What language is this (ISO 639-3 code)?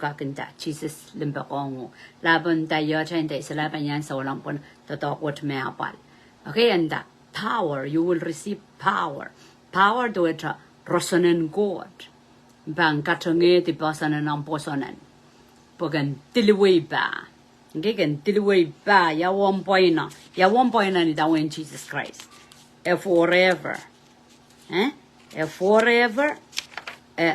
pon